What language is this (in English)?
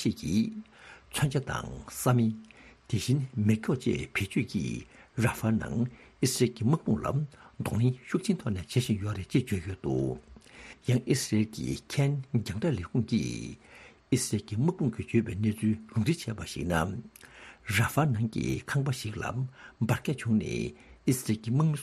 Tibetan